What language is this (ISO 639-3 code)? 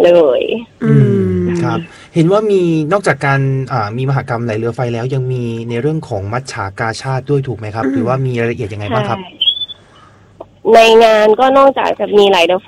tha